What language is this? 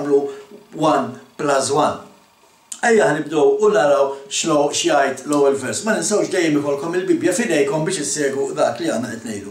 Maltese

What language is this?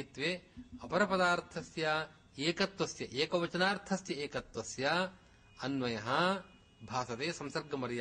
Sanskrit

